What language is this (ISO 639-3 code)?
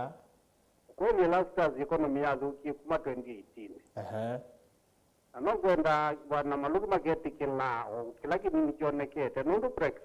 kam